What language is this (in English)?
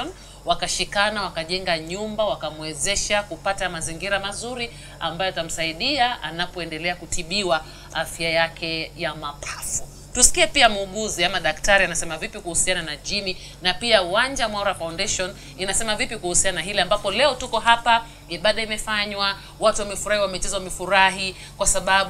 Swahili